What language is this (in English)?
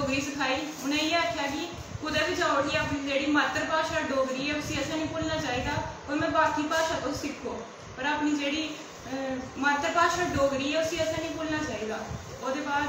Dogri